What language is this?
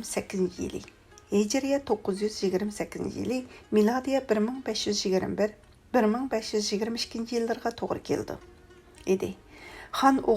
Uyghur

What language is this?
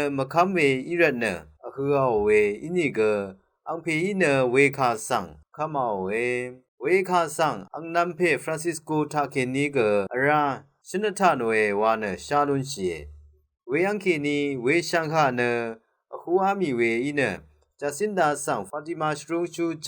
Rawang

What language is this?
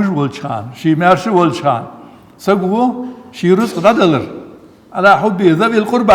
Ingush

